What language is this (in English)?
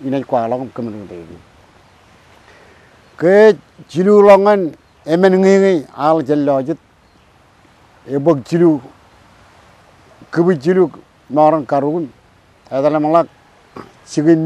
Marshallese